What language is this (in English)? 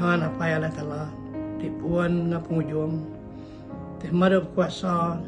Iban